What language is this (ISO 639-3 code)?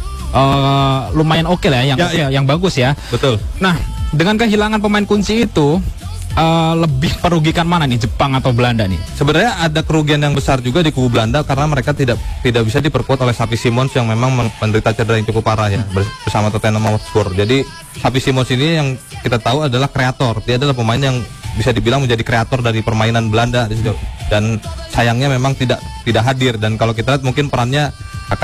ind